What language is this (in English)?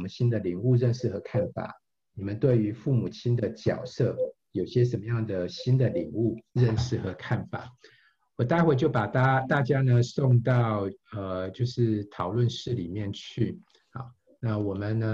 Chinese